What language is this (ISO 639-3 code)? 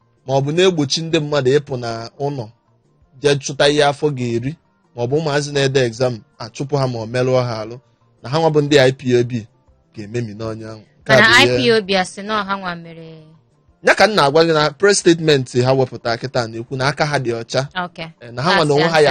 ibo